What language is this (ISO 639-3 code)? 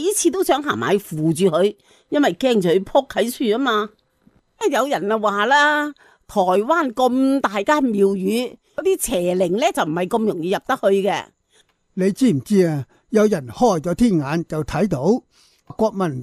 yue